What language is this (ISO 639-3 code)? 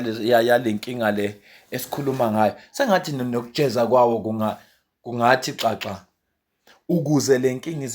zul